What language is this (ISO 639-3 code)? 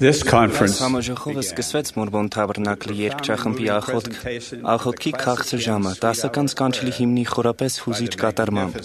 hye